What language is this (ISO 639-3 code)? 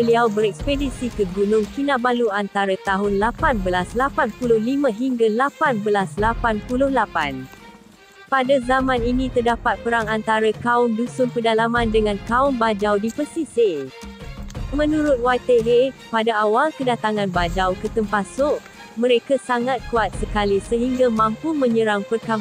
msa